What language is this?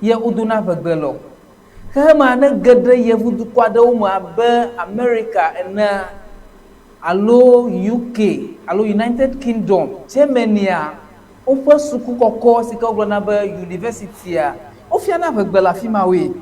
Ewe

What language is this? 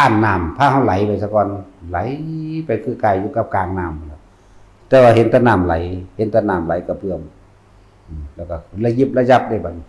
Northeastern Thai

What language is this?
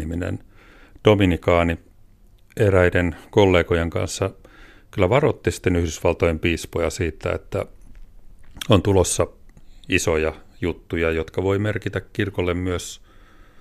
Finnish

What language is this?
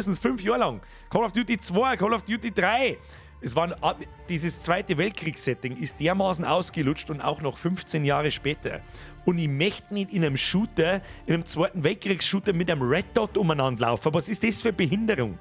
Bavarian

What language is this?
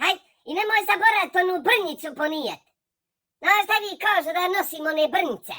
Bosnian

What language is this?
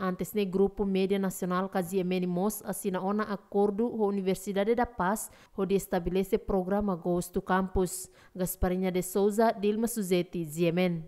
Tetum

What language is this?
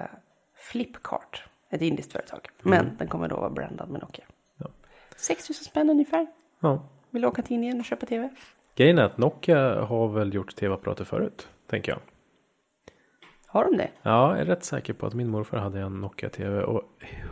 Swedish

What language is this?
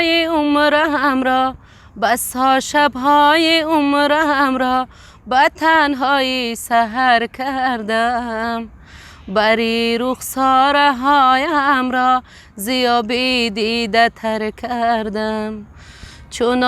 Tajik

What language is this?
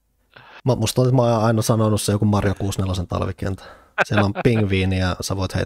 Finnish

